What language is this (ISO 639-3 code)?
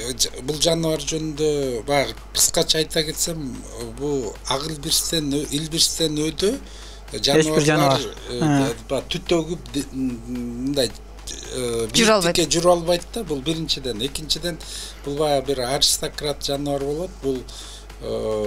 kir